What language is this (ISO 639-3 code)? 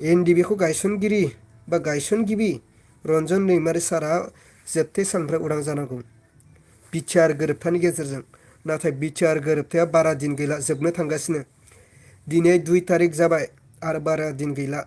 brx